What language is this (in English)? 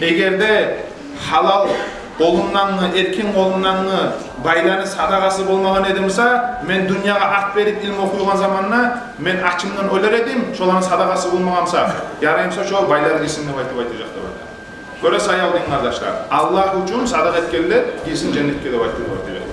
Kumyk